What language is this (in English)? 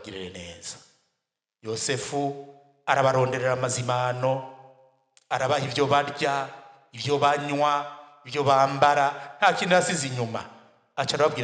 Rundi